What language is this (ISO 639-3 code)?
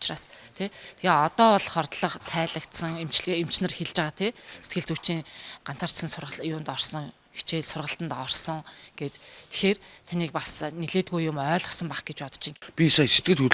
mon